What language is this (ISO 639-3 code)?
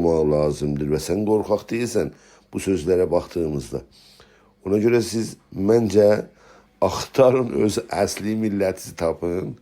azb